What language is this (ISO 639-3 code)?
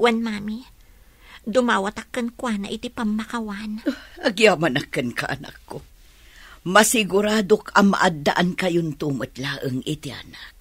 ilo